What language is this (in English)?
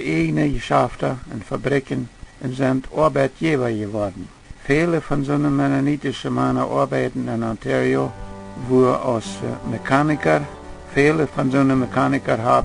Plautdietsch